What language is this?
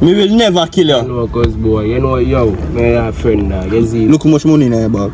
Jamaican Creole English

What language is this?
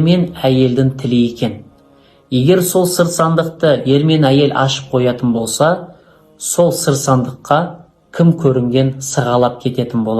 Kazakh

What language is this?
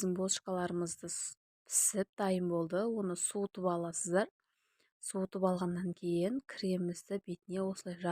Kazakh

